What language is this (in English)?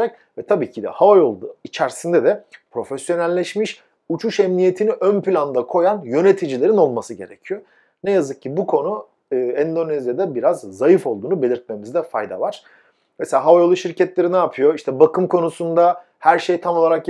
Turkish